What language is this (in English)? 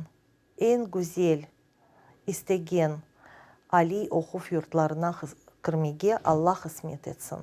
Crimean Tatar